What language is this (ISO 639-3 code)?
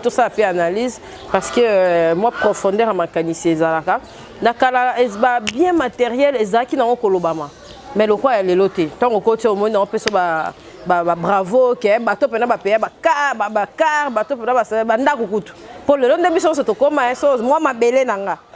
lin